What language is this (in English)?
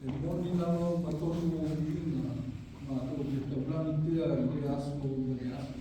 Samoan